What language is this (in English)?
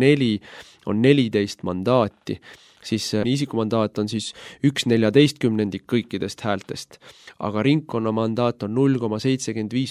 Estonian